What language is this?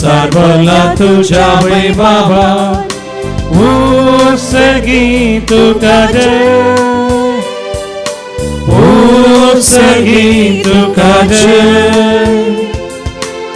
Konkani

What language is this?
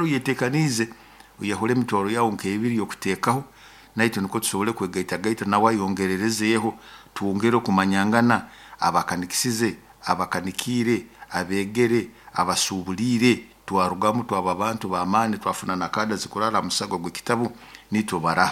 Nyoro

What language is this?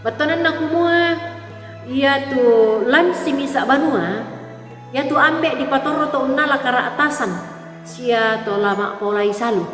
Toraja-Sa'dan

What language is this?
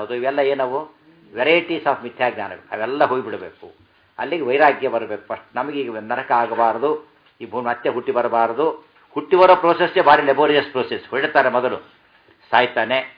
Kannada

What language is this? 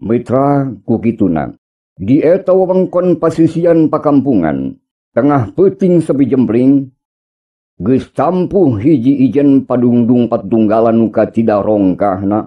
Sundanese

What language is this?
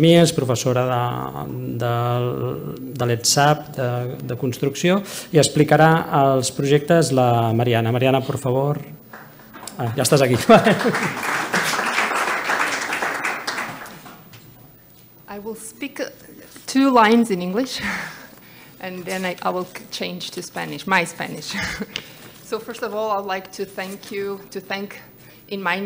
Catalan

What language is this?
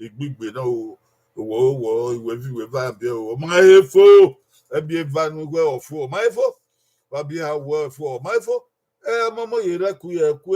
Bini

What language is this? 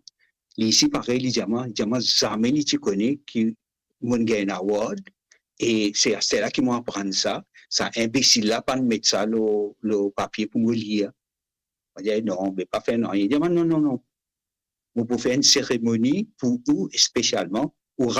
Morisyen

